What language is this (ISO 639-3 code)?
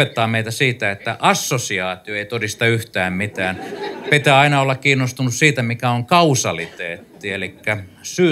fin